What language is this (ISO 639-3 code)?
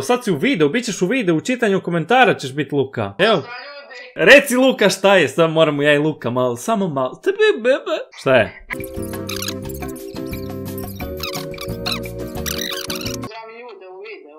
hrv